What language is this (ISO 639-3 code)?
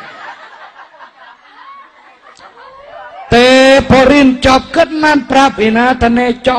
tha